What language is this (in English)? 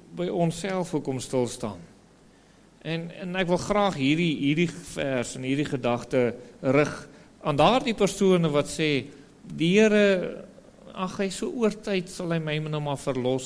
Afrikaans